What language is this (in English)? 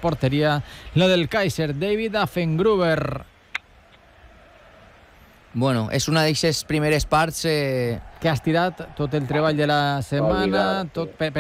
Catalan